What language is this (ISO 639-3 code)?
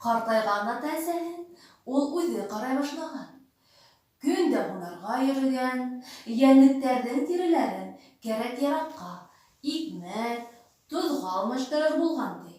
bak